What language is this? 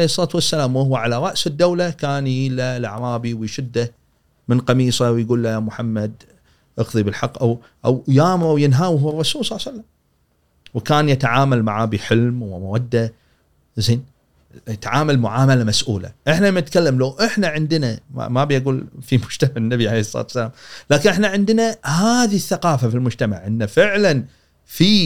Gulf Arabic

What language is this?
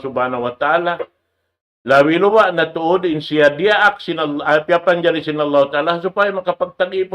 Tausug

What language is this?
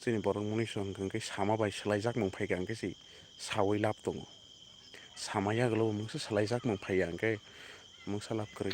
Kok Borok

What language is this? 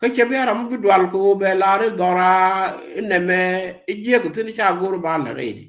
Nuer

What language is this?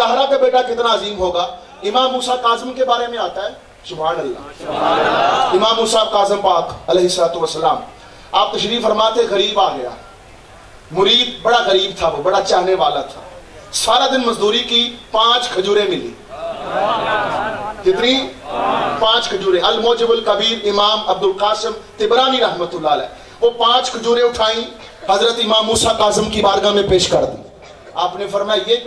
Urdu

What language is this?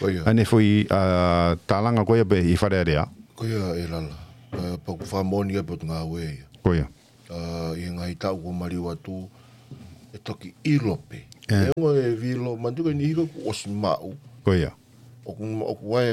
Tongan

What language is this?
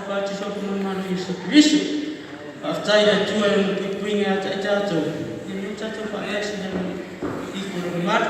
Samoan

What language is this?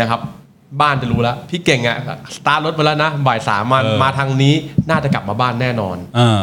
Thai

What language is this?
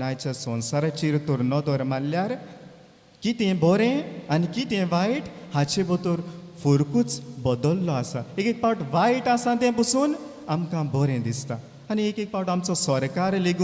Konkani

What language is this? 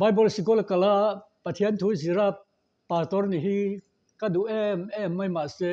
Mizo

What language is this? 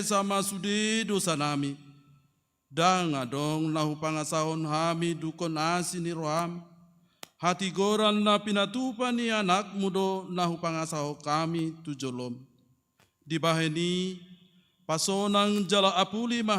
Batak Toba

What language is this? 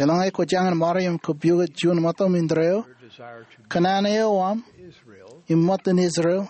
Marshallese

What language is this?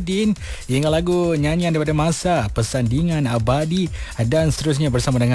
Malay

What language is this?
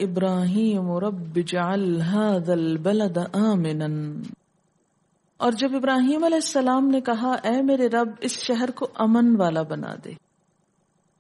Urdu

